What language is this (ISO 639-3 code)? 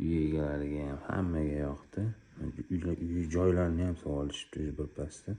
uzb